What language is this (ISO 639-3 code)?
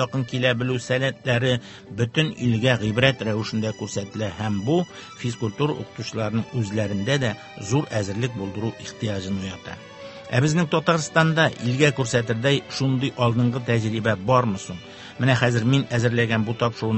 tat